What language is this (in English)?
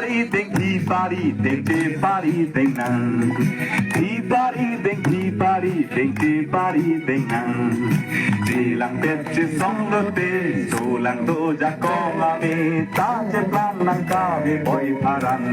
Karbi